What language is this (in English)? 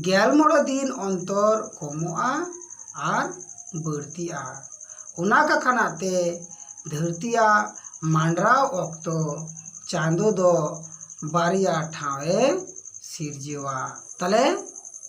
Santali